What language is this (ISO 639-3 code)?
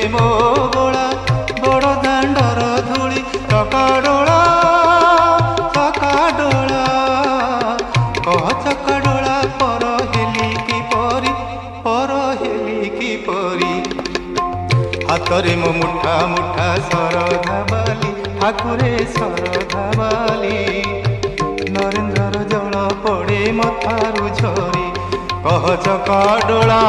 ori